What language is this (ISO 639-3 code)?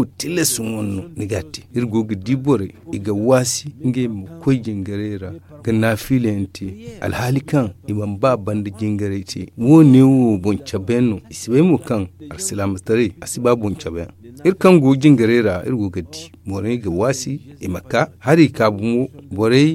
dje